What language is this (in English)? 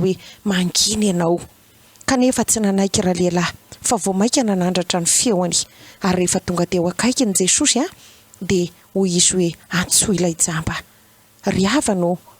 Malagasy